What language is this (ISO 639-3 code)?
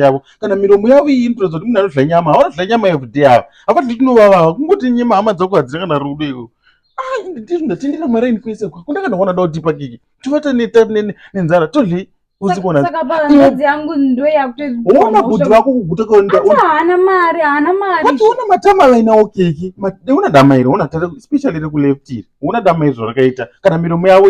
sna